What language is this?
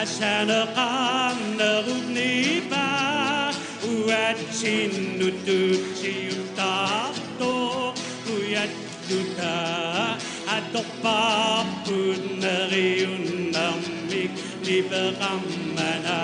Kalaallisut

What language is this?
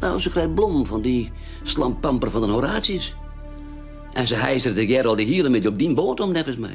Western Frisian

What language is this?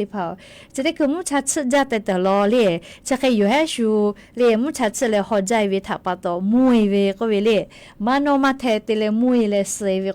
Lahu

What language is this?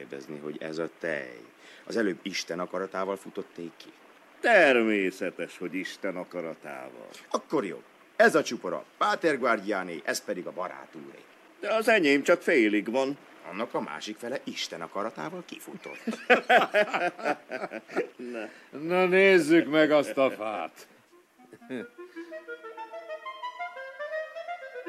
Hungarian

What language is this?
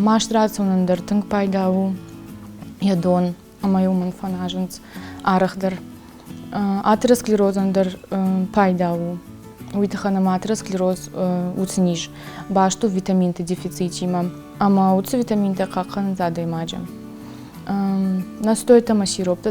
Ossetic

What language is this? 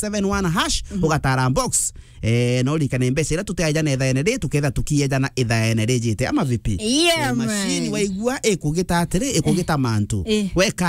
Meru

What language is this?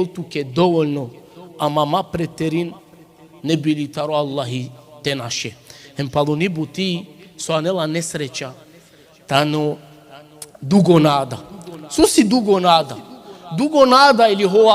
Balkan Romani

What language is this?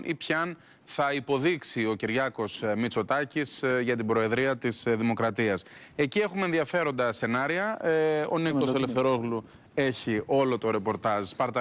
Greek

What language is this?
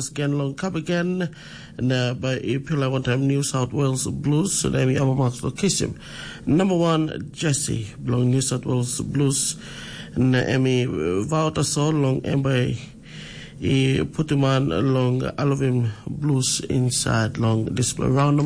Tok Pisin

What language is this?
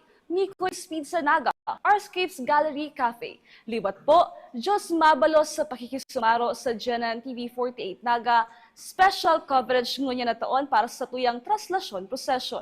Bikol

